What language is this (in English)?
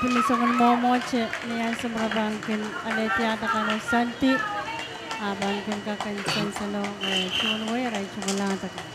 Pohnpeian